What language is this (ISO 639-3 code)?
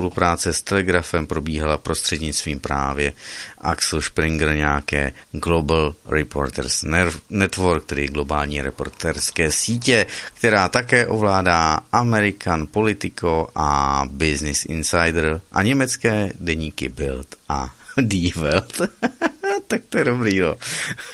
ces